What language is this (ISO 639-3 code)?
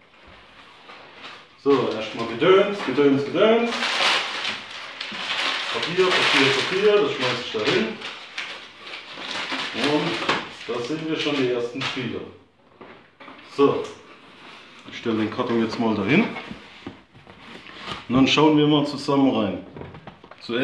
deu